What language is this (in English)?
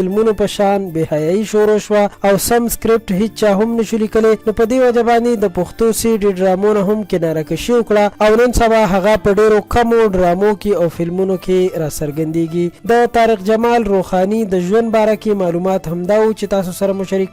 Pashto